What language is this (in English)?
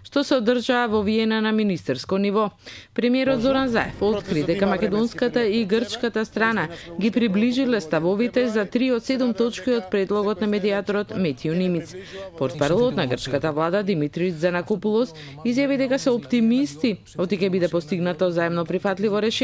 Macedonian